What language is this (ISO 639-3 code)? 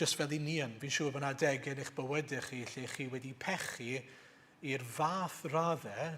cym